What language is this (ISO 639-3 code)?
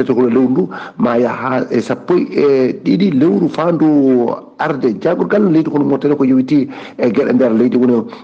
ful